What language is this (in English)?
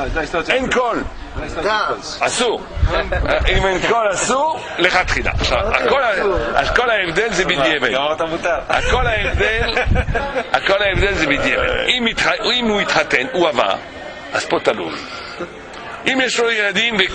Hebrew